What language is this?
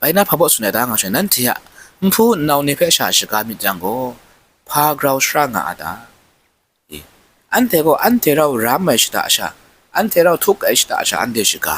Kachin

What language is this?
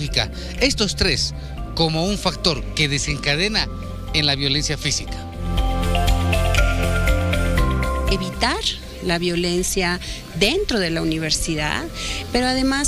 Spanish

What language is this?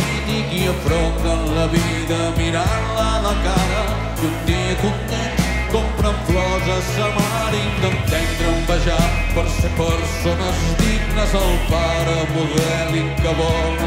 Catalan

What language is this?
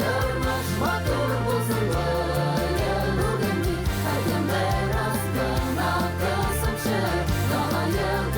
Tatar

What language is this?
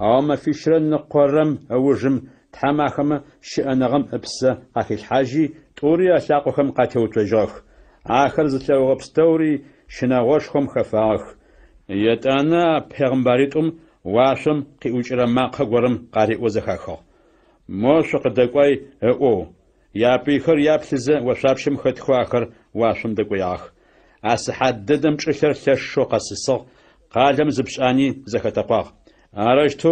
Adyghe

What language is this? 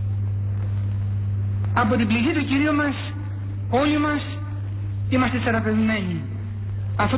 Greek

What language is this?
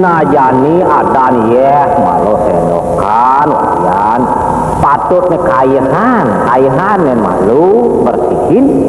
Balinese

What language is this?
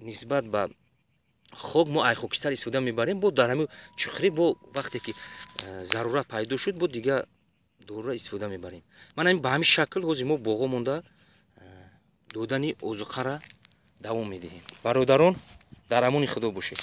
Tajik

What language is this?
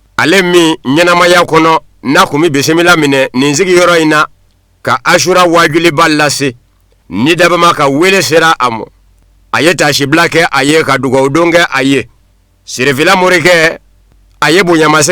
Bambara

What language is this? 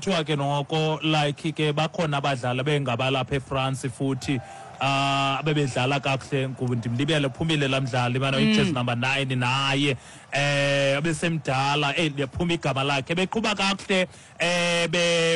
Xhosa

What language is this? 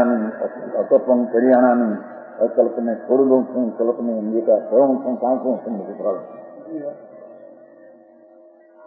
Gujarati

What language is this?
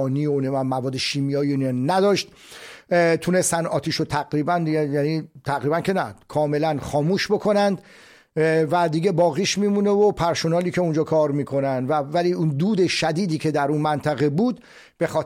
Persian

